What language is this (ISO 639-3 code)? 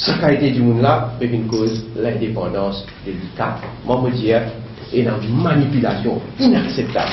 mfe